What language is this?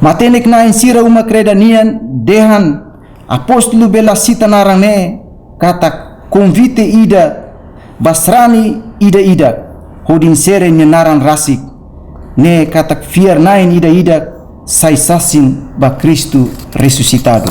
Tetum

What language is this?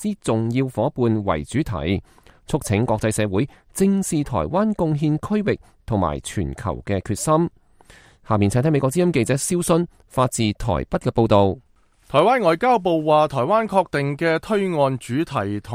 Cantonese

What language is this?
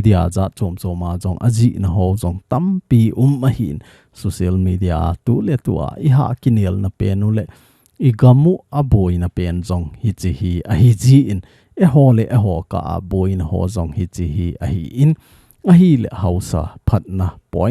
Thado Chin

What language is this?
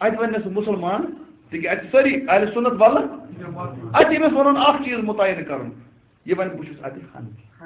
Kashmiri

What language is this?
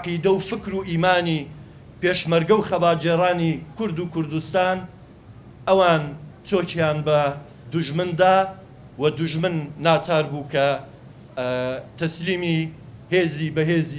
Central Kurdish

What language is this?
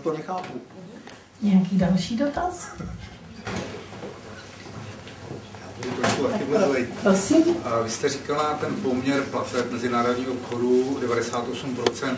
Czech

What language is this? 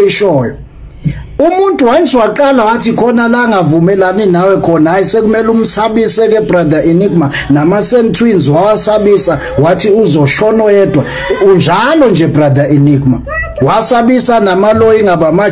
Zulu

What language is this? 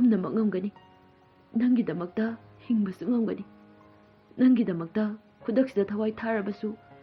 Manipuri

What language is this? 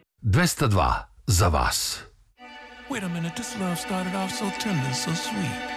Serbian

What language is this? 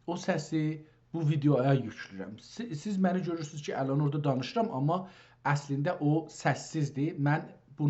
South Azerbaijani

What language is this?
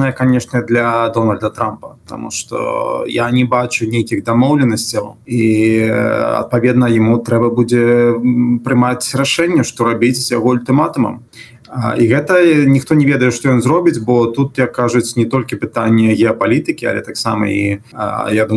Belarusian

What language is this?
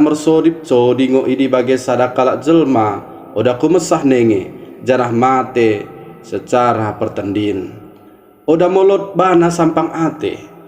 Batak Dairi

